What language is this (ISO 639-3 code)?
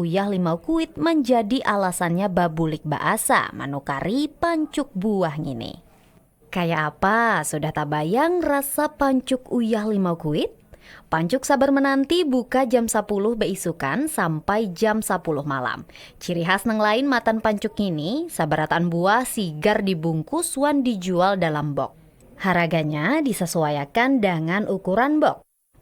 bjn